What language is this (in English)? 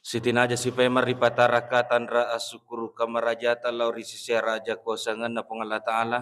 Buginese